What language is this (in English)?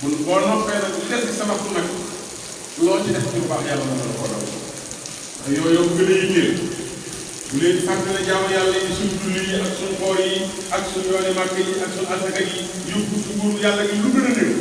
Wolof